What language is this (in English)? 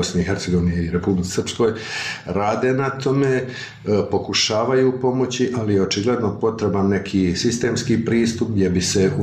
Bosnian